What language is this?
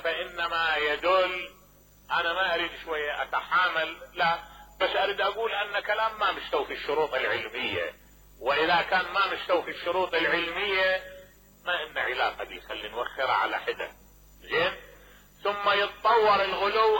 Mesopotamian Arabic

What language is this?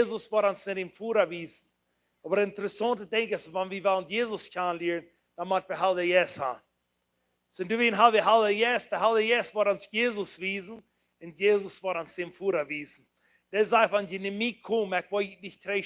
Plautdietsch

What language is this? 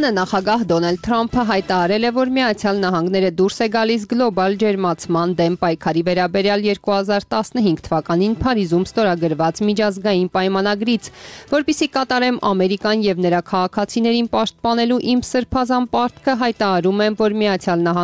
Armenian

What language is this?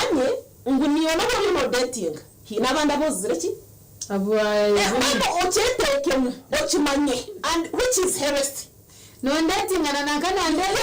Nyankole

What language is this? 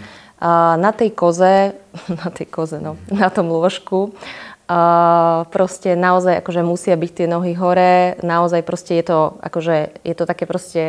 Slovak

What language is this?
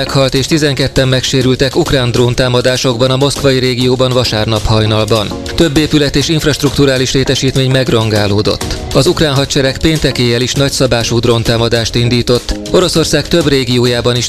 Hungarian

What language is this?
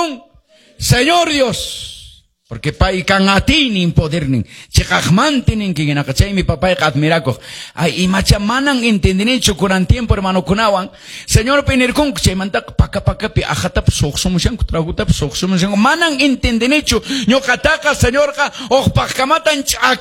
Quechua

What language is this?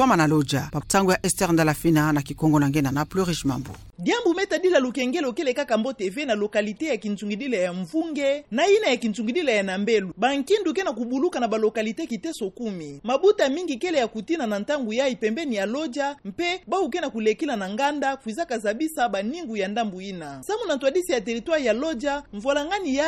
Kituba (Democratic Republic of Congo)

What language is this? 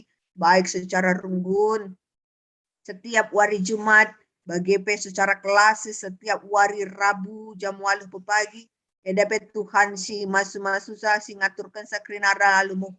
Batak Karo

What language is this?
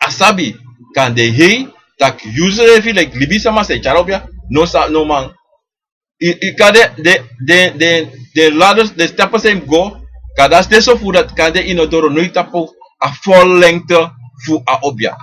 Sranan Tongo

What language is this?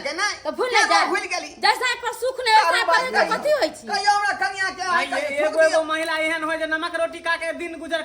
Maithili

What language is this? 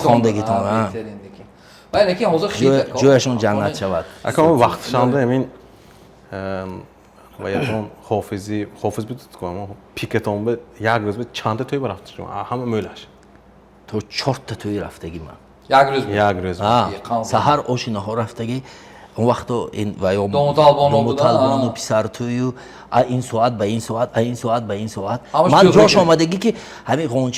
Tajik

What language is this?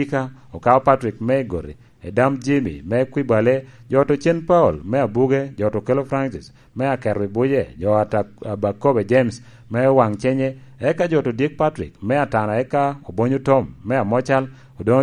Lango (Uganda)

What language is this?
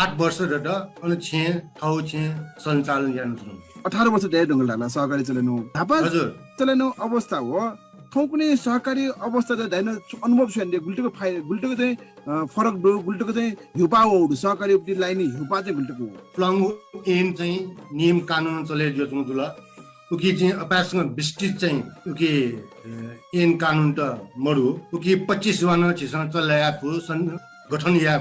Newari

